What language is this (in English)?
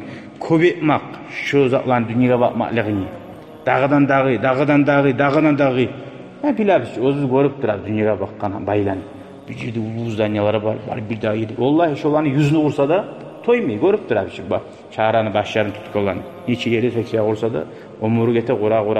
Kumyk